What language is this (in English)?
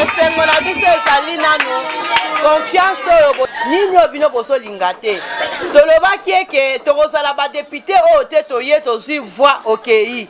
Lingala